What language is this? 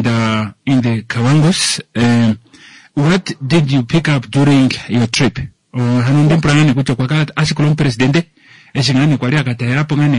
Kuanyama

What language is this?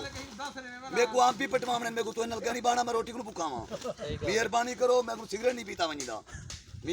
Saraiki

